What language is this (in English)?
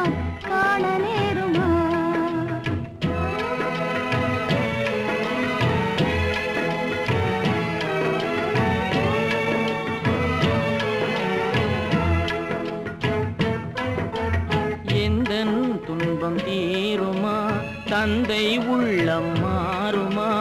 Tamil